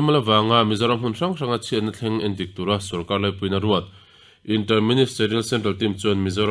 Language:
Mizo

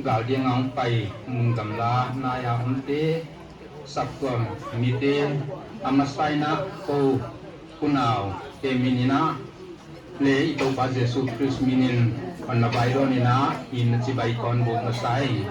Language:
Paite Chin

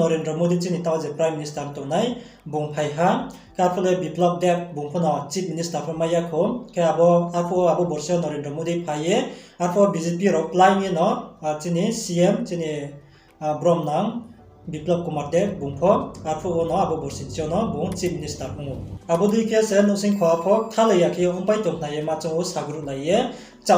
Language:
Riang (India)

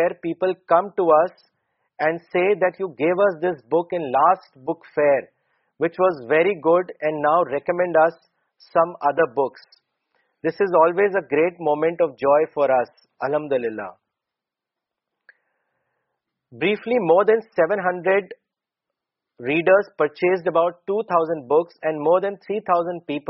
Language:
Urdu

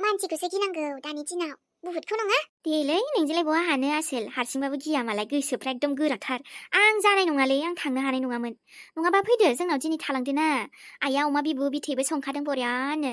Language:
Bodo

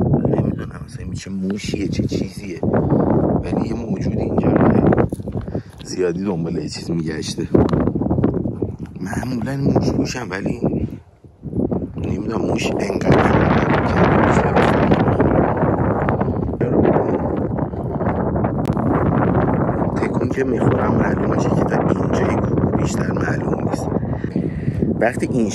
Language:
Persian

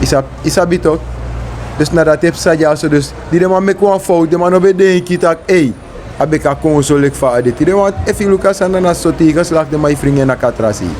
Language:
Sranan Tongo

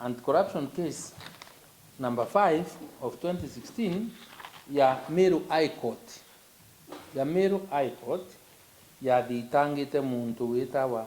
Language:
Meru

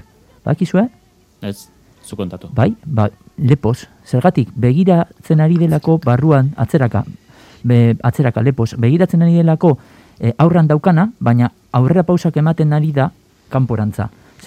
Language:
Basque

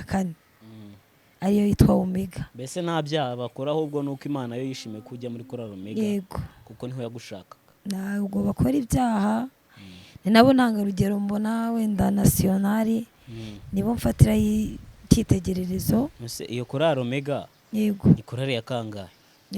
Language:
Kinyarwanda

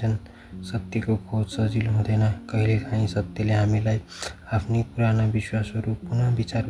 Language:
Nepali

